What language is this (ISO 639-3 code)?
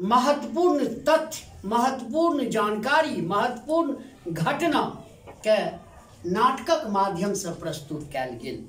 mai